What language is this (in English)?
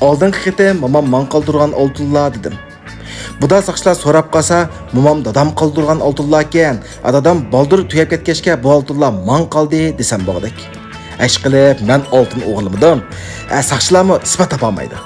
Uyghur